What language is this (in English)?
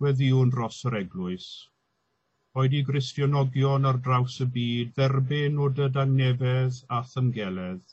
Welsh